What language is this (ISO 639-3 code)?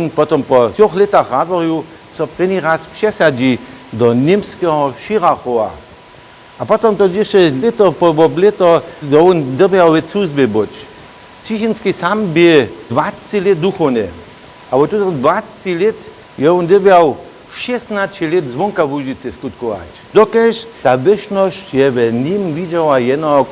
hsb